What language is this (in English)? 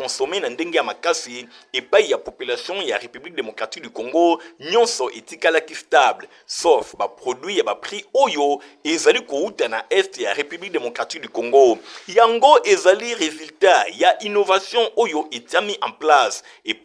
Lingala